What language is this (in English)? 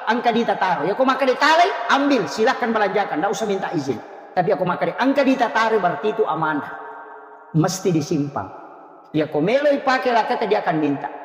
Buginese